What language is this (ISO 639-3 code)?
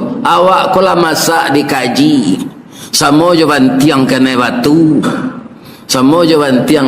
min